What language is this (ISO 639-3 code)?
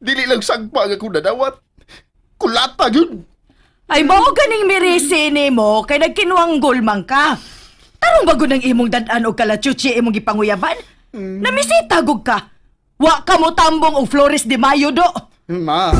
ceb